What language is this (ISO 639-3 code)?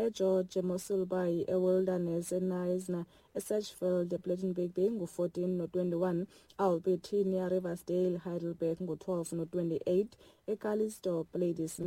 xho